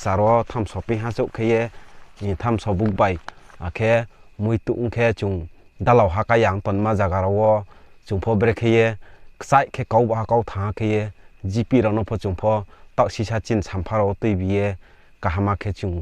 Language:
Riang (India)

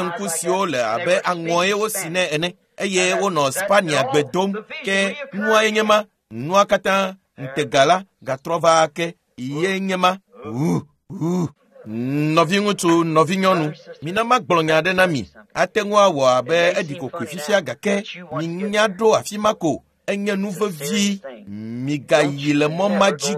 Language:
Ewe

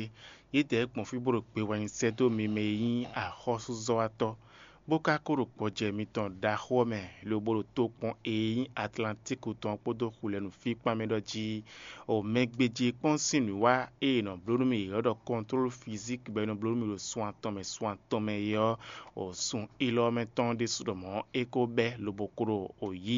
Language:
Fon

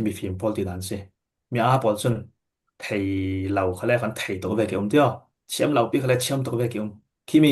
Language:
Falam Chin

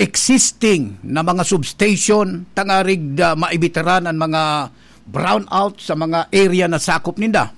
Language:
Bikol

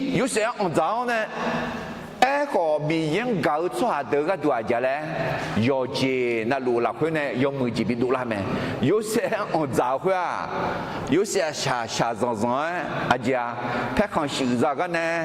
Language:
Akha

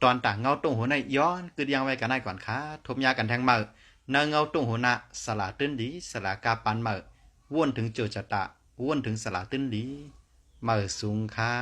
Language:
Shan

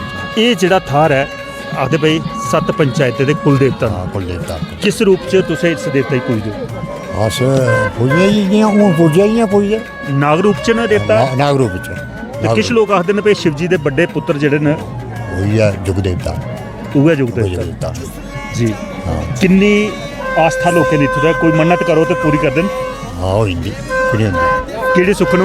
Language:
Dogri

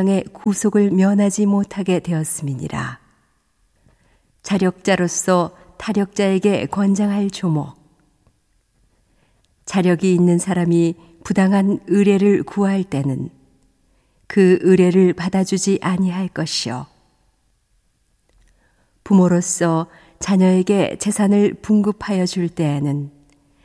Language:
Korean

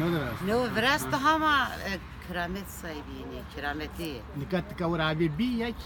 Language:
Zaza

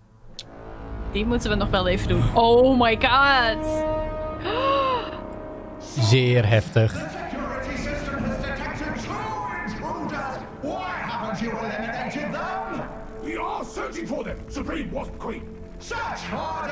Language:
Dutch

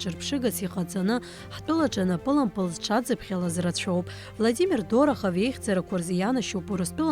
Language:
Abkhazian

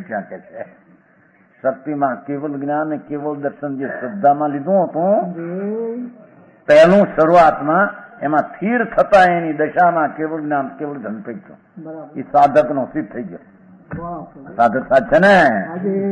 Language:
Gujarati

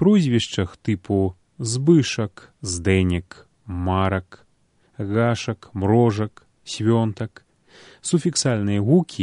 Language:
Belarusian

